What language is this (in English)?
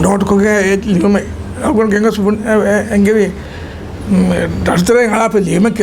Divehi